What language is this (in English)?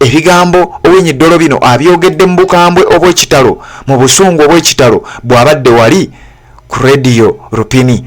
Ganda